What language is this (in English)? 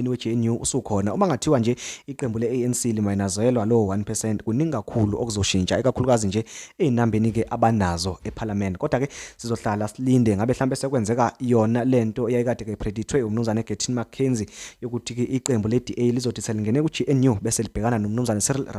Zulu